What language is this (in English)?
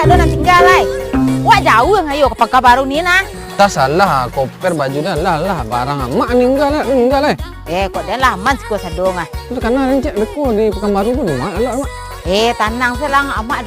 Minangkabau